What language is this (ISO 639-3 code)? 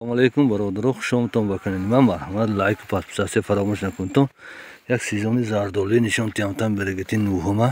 tgk